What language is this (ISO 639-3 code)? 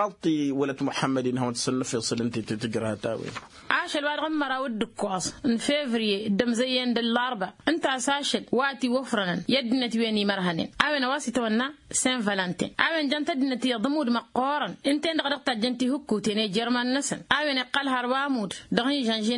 taq